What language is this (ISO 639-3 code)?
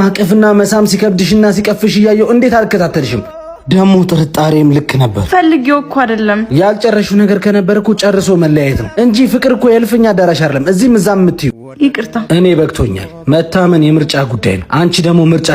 amh